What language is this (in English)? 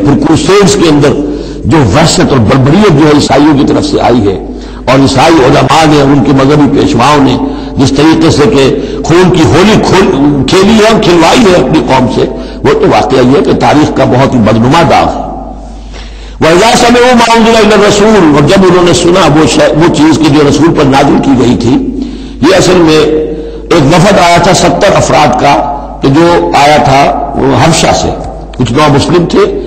Urdu